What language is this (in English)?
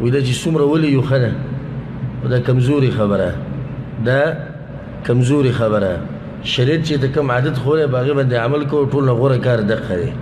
Pashto